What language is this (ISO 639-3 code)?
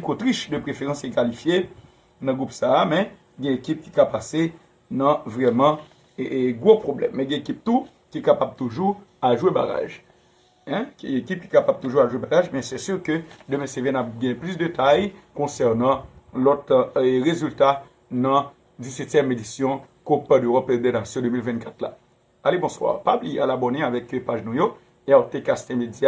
hat